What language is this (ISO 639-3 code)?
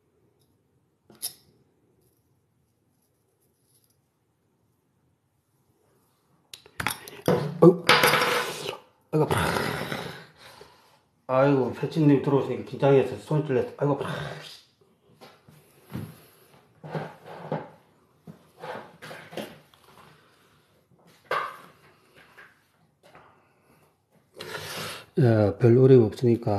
kor